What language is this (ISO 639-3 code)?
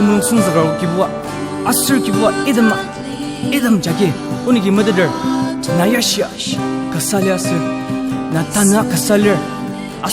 njo